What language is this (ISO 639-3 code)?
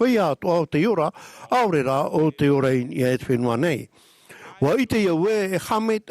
tah